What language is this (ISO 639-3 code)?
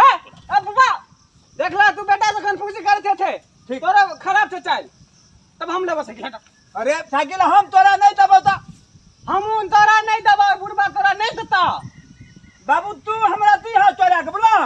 mai